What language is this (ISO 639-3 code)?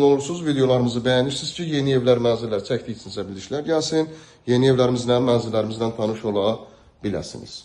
aze